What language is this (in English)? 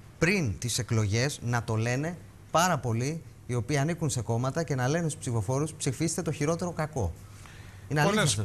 Greek